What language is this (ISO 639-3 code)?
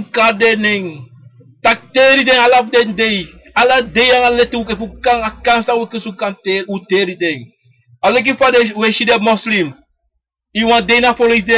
srn